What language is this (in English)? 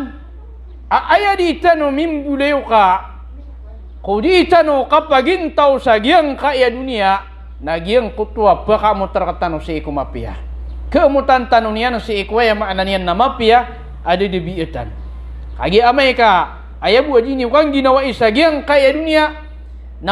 Maranao